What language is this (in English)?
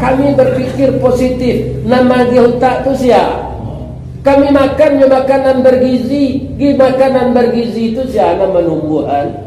Minangkabau